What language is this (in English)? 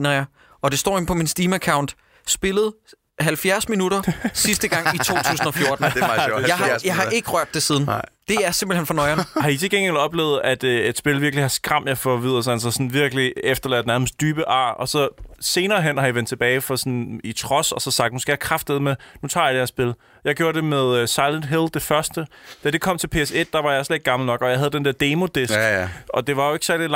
Danish